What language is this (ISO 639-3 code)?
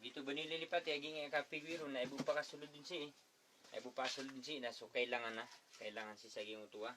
mrw